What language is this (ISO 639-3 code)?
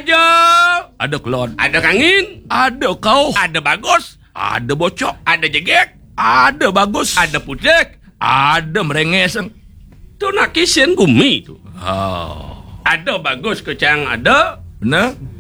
ban